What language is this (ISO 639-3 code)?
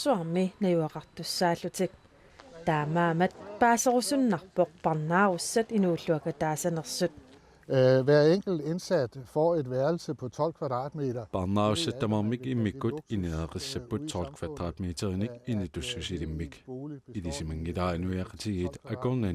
kal